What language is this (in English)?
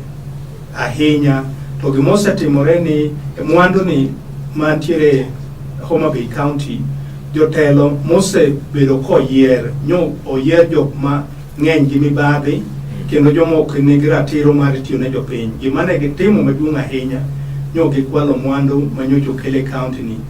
Luo (Kenya and Tanzania)